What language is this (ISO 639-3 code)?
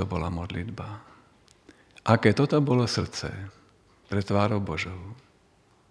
slk